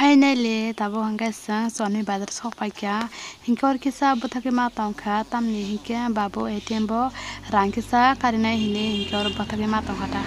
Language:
Kok Borok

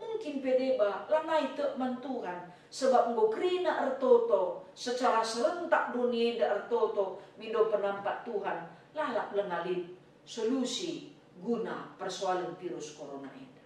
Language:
Batak Karo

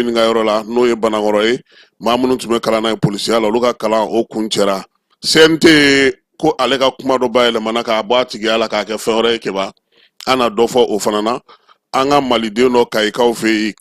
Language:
Bambara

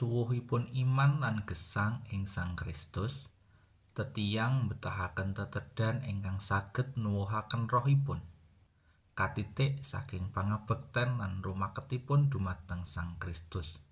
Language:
Javanese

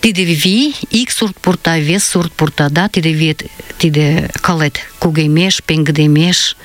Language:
Mari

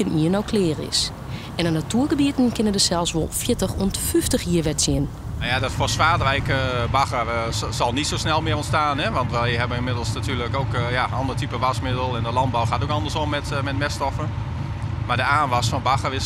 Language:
Western Frisian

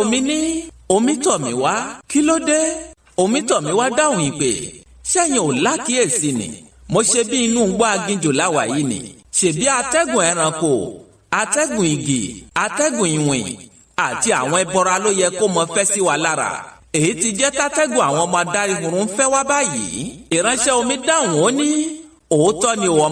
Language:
Yoruba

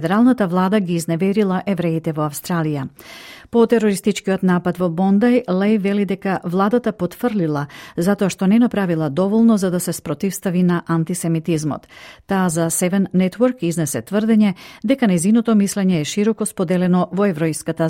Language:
Macedonian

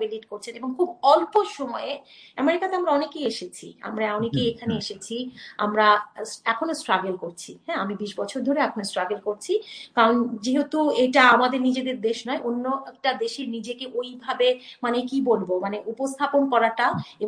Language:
Bangla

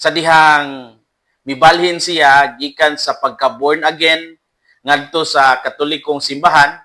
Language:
Cebuano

